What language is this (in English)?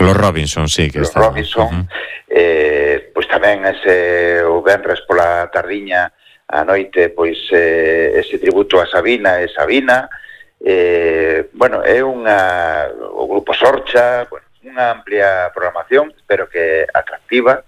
Galician